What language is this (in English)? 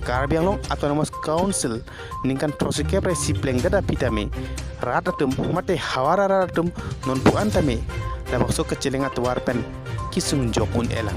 Karbi